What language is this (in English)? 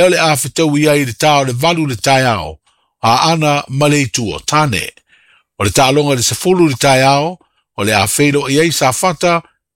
Samoan